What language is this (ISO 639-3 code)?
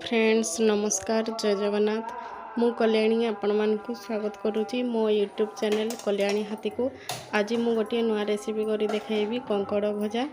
ori